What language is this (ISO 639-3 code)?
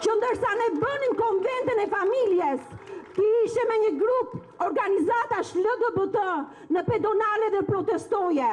sqi